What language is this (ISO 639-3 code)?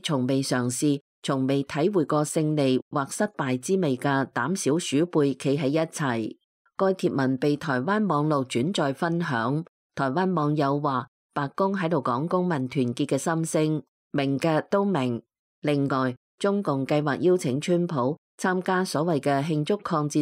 yue